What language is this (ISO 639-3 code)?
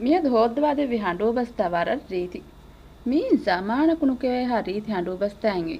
div